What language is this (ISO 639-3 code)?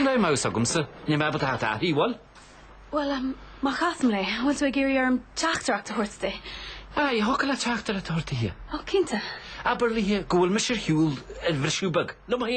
gle